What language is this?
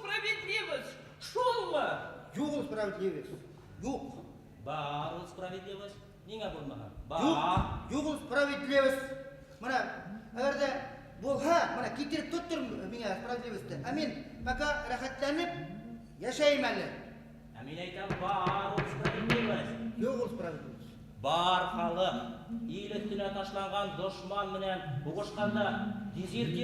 Bashkir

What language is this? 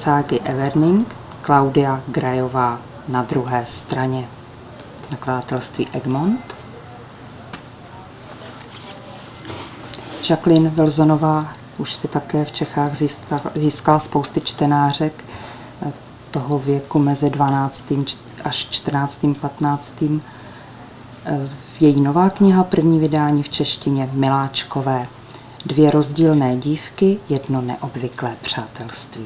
Czech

